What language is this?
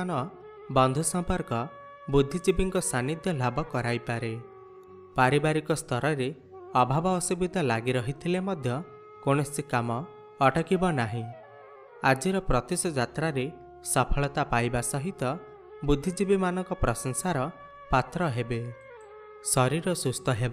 Odia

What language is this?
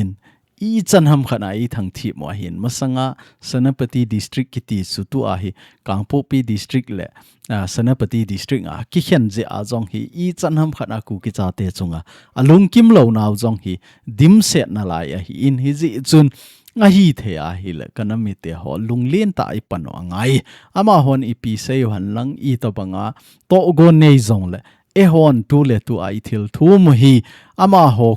Thado Chin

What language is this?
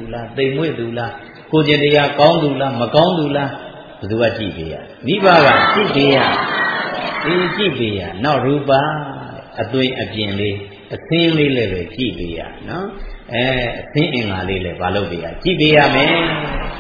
Burmese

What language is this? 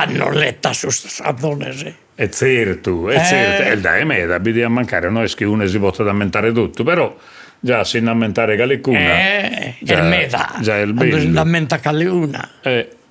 Sardinian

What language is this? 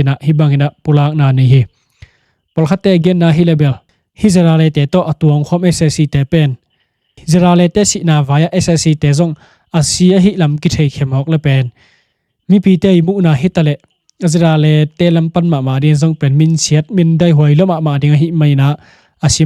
Tedim Chin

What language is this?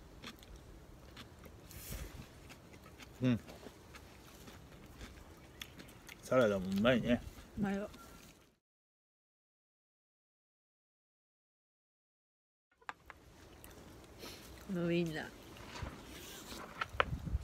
Japanese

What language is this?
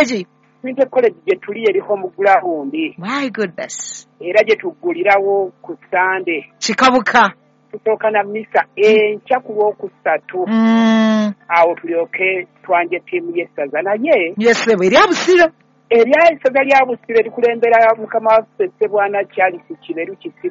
Ganda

